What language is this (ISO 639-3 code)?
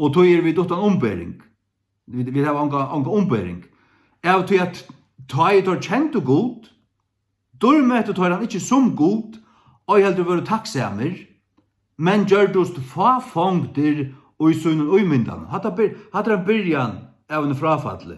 fao